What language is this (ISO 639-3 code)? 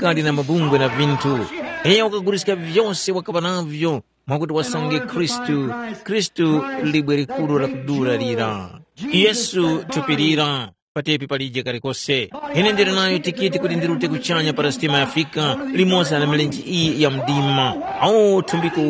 tum